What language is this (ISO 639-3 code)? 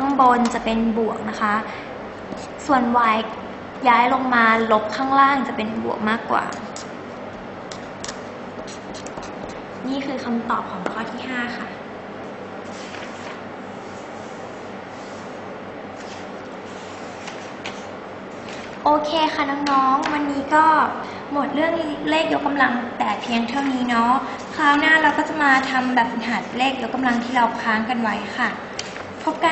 tha